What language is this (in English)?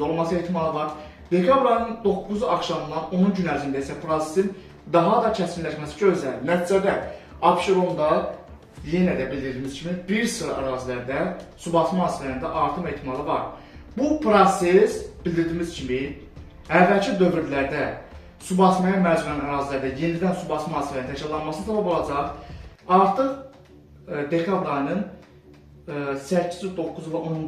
Azerbaijani